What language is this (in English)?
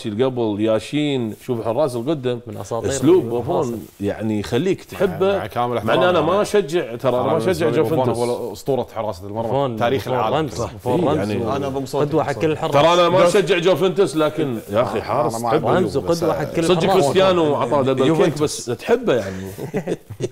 Arabic